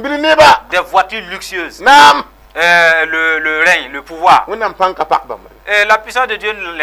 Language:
Mossi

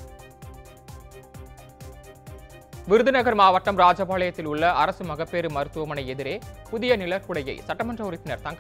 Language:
Tamil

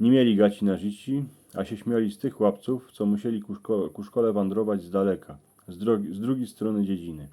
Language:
Silesian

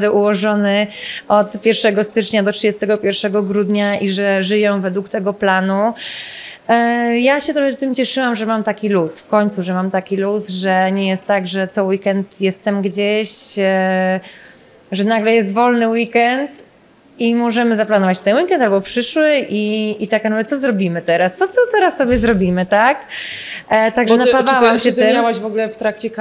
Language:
Polish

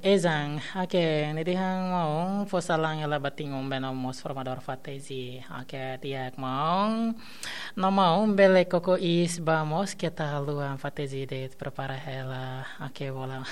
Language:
Tetum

